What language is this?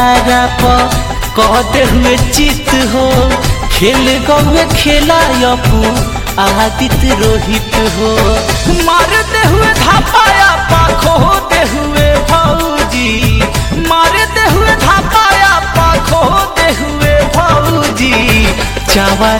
Bhojpuri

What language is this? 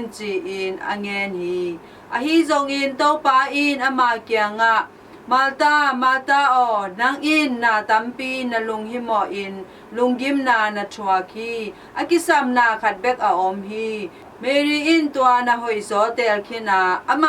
Tedim Chin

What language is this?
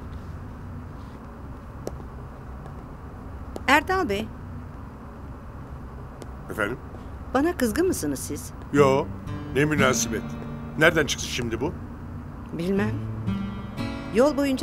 Turkish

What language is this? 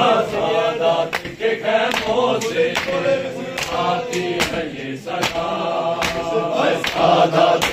Urdu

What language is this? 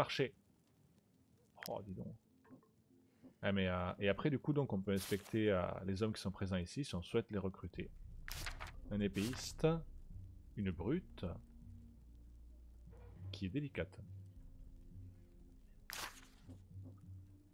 French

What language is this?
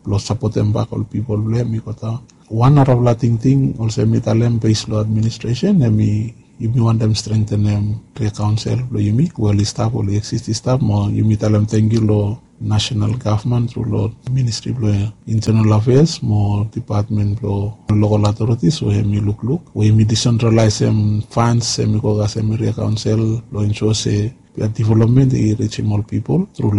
Bislama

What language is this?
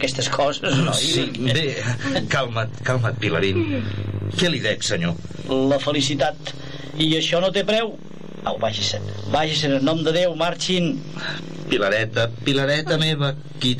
Catalan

